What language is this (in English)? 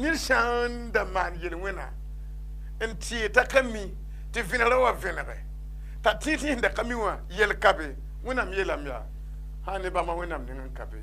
Mossi